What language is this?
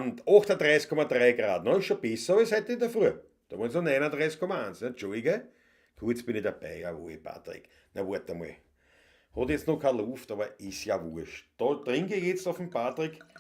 Bavarian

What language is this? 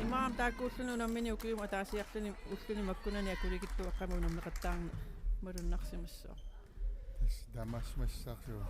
Kalaallisut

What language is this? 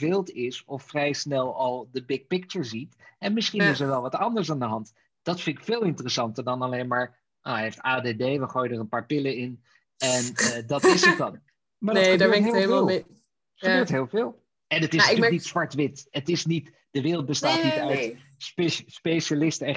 Dutch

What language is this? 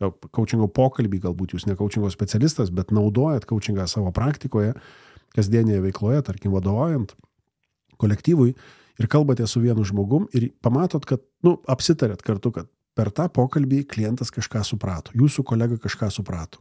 Lithuanian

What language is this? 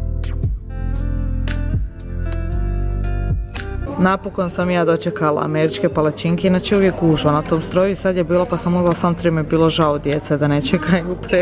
Croatian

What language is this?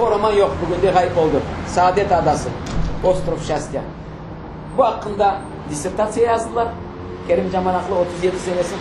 Crimean Tatar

